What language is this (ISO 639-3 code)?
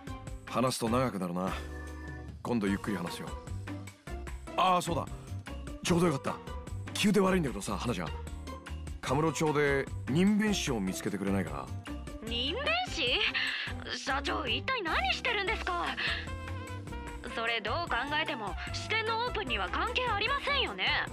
jpn